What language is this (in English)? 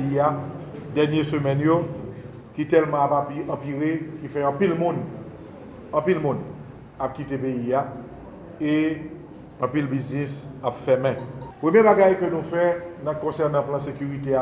Haitian Creole